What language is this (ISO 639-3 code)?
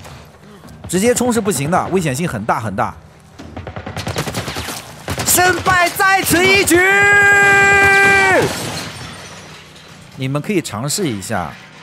zho